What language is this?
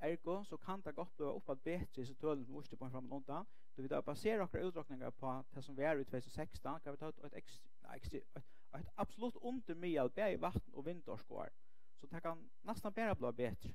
Faroese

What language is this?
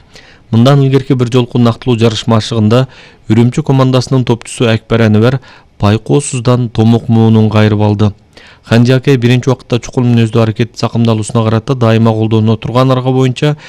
Kyrgyz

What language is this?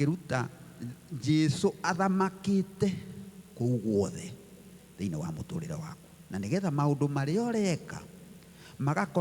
Kikuyu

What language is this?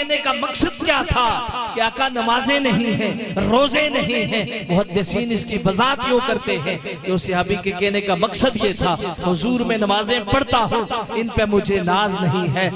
Urdu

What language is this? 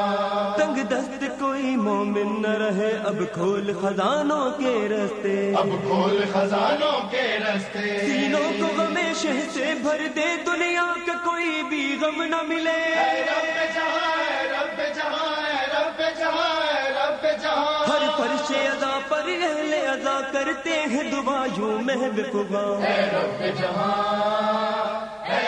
Urdu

